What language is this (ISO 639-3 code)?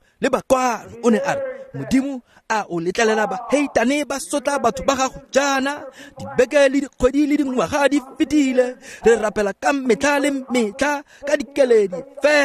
tsn